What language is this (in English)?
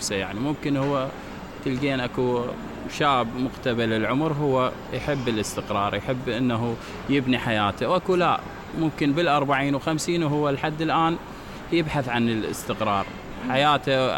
Mesopotamian Arabic